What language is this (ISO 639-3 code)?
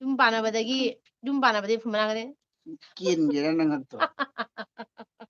mni